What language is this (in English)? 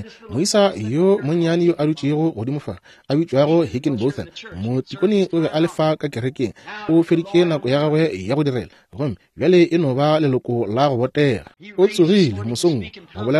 Northern Sotho